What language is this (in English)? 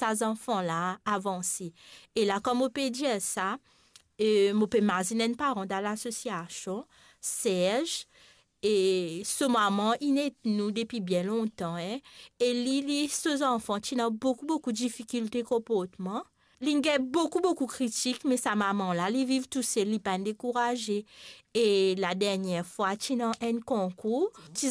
Morisyen